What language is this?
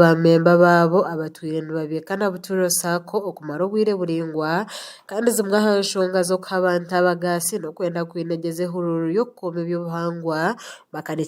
Nyankole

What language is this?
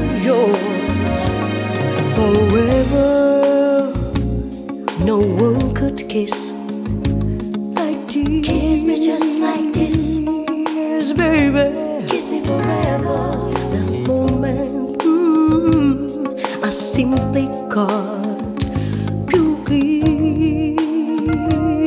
English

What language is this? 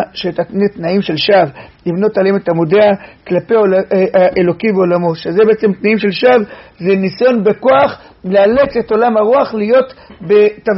Hebrew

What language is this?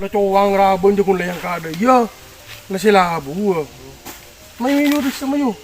Madurese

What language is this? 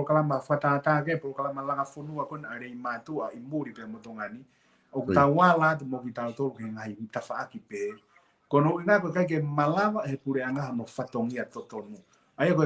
Tongan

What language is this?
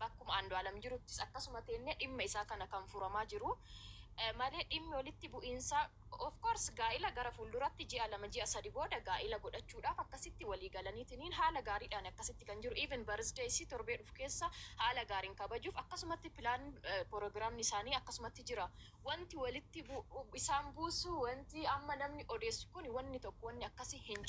Oromo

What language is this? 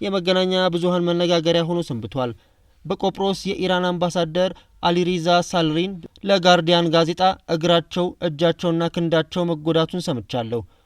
Amharic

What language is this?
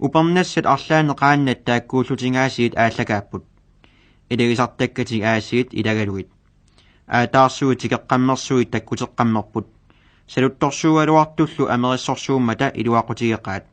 Kalaallisut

